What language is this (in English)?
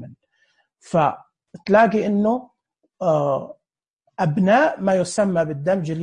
Najdi Arabic